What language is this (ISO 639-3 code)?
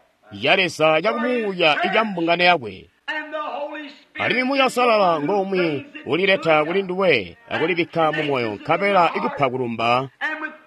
toi